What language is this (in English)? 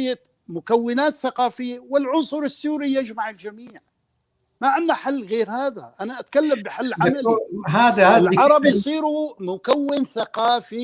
North Levantine Arabic